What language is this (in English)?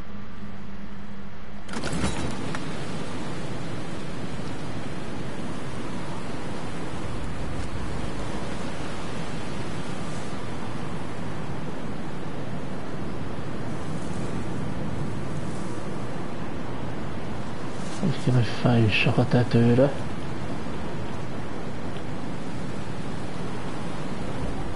Hungarian